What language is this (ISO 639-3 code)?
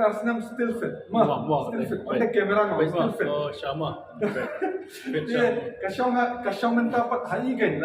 kha